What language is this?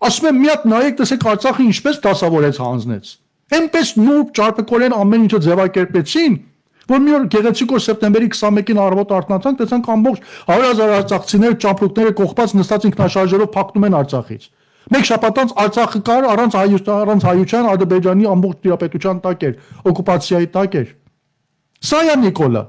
Armenian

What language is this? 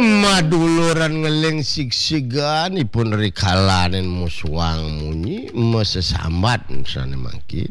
Balinese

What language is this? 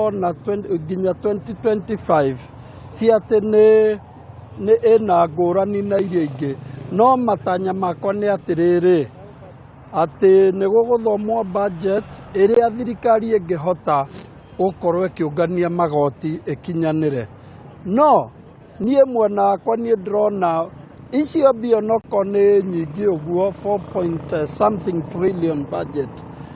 Kikuyu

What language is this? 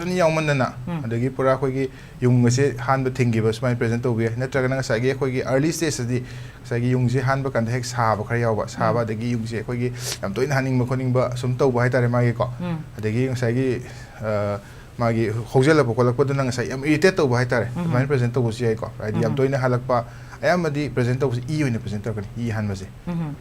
Manipuri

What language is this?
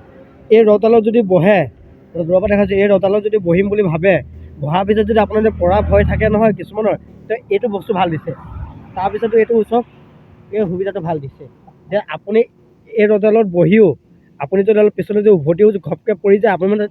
Assamese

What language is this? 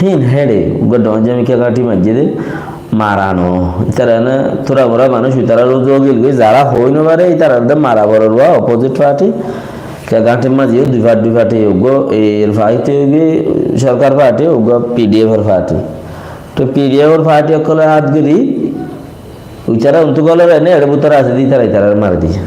Rohingya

